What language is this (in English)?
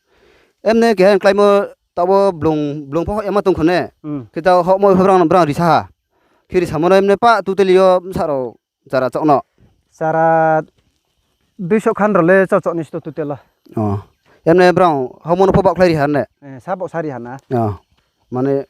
Riang (India)